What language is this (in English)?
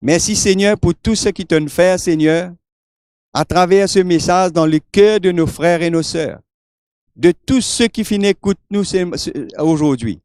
Morisyen